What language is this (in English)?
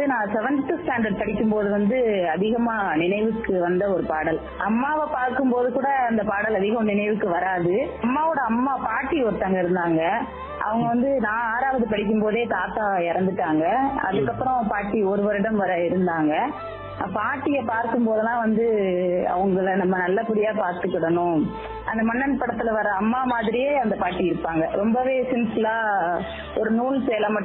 Tamil